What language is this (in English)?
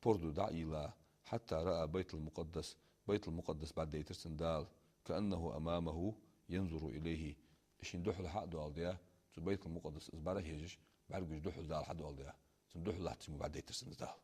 Ingush